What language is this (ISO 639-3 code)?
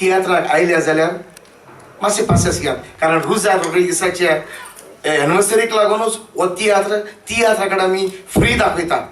kok